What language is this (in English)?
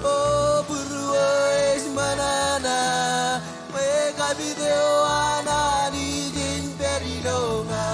Marshallese